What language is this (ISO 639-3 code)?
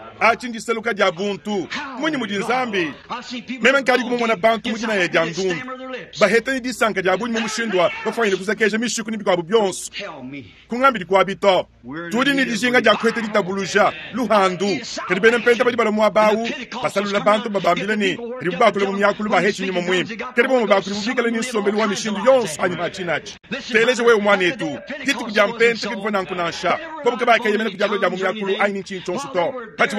lua